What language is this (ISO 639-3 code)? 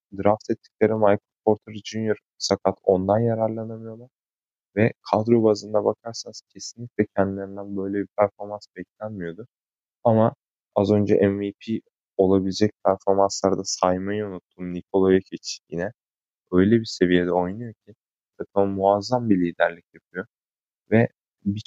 tur